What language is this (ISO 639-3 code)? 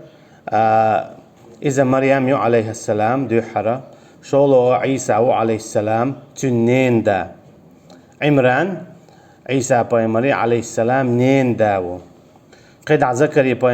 che